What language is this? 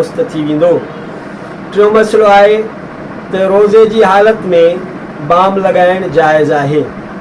Sindhi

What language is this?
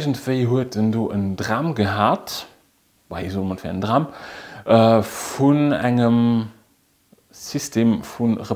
Luxembourgish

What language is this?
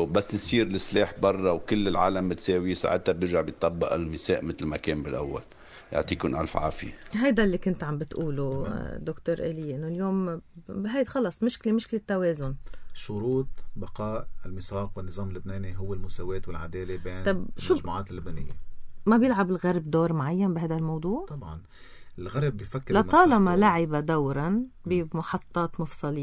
North Levantine Arabic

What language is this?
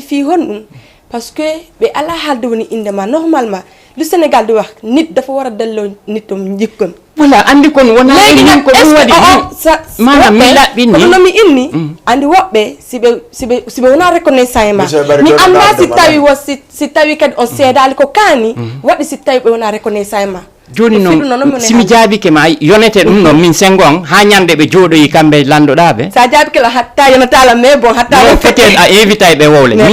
Fula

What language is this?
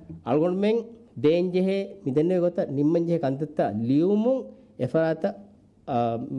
Divehi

